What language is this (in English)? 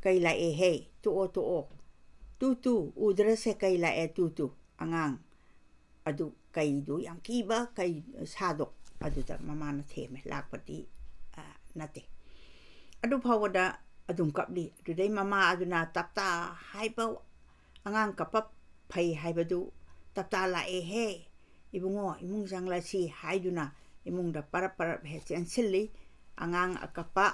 Manipuri